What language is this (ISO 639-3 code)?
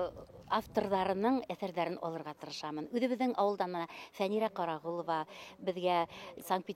bak